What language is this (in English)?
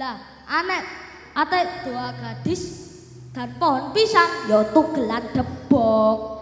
Javanese